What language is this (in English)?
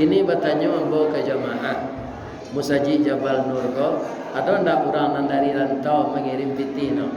Minangkabau